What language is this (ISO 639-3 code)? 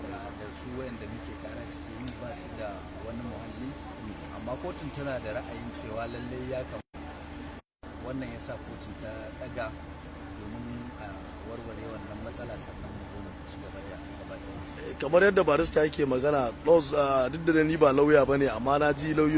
hau